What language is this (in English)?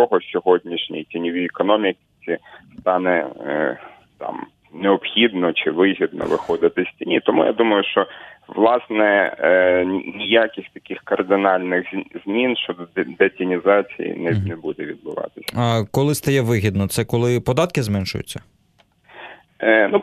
Ukrainian